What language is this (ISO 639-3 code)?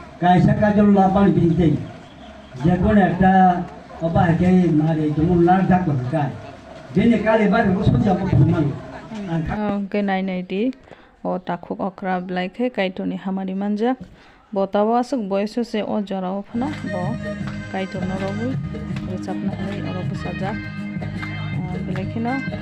trp